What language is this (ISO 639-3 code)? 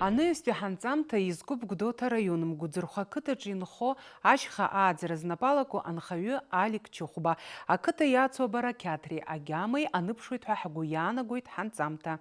abk